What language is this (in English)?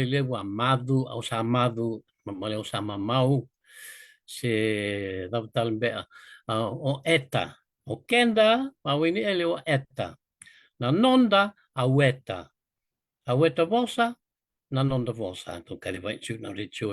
Fijian